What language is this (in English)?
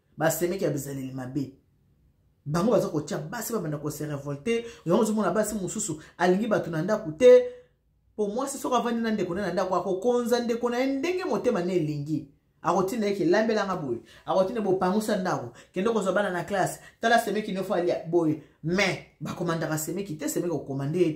Lingala